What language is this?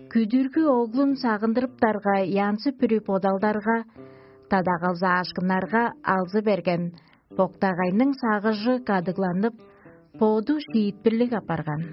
Tuvinian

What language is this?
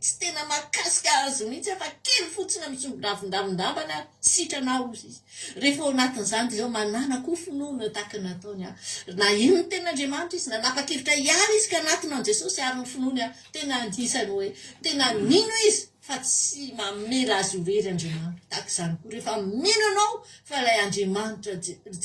Malagasy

